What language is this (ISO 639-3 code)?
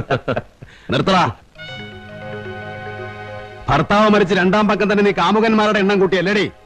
mal